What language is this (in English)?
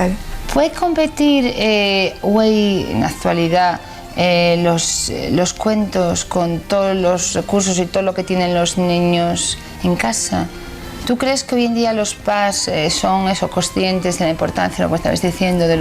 Asturian